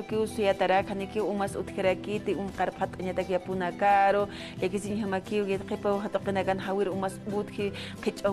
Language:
Aymara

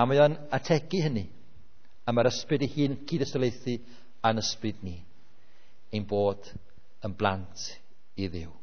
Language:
Welsh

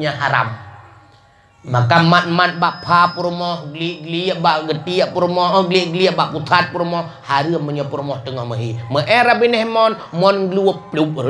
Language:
Achinese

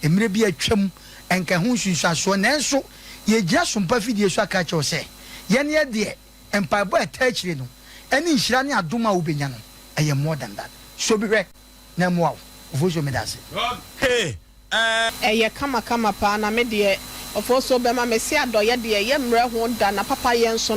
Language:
Akan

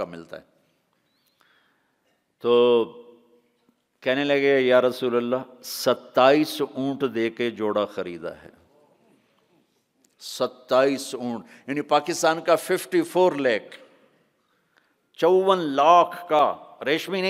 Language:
Urdu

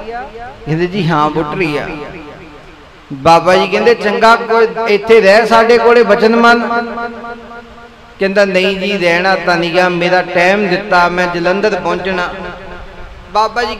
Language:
Punjabi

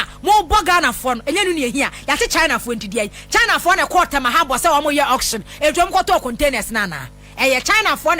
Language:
Akan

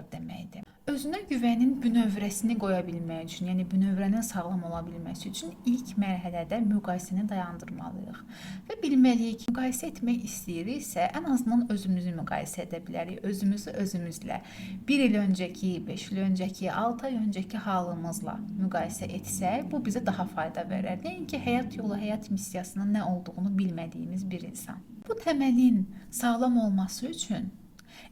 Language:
Azerbaijani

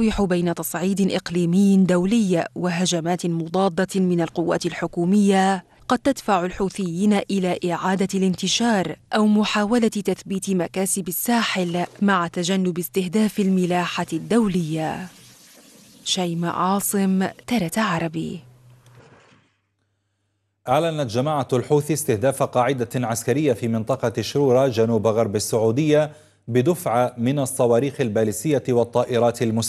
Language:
Arabic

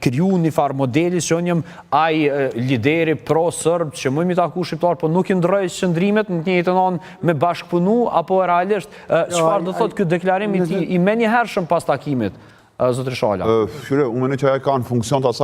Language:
Albanian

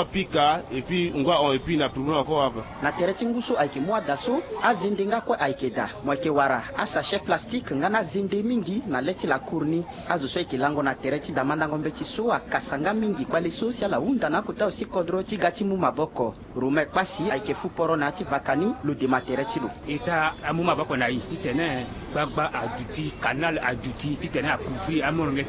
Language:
Sango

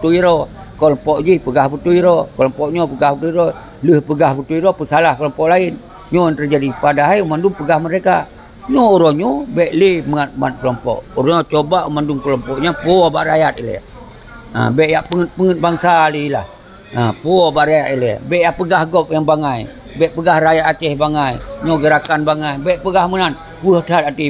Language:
Achinese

